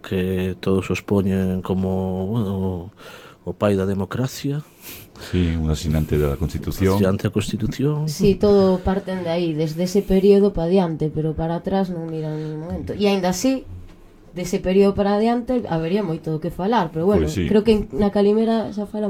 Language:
Galician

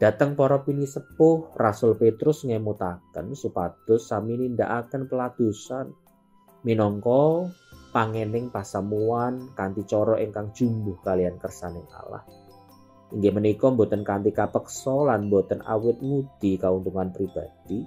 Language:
Javanese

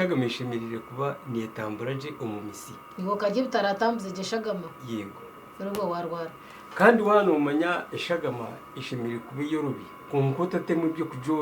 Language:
Nyankole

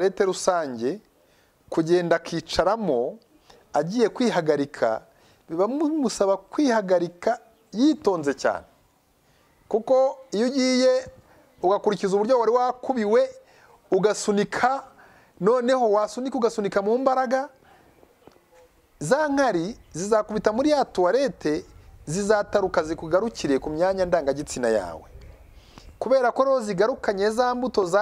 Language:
Kinyarwanda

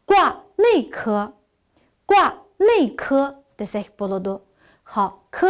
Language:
Uyghur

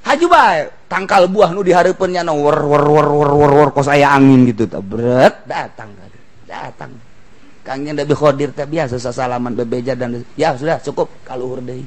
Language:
Sundanese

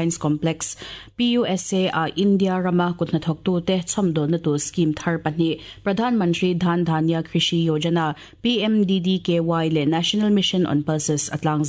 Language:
Mizo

